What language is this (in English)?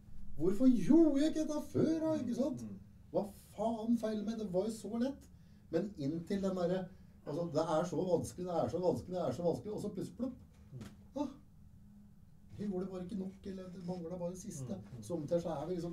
Norwegian